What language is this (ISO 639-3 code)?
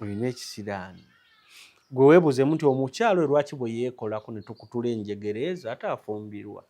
lug